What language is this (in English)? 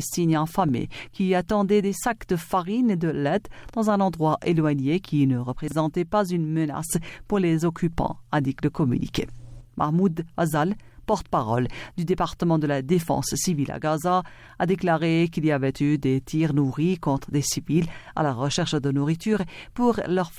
French